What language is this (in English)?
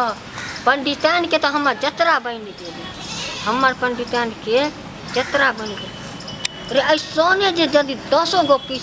Maithili